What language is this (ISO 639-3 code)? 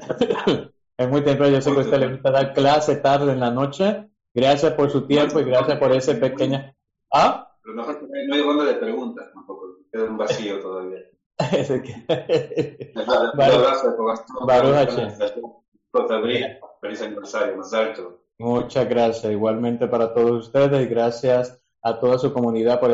spa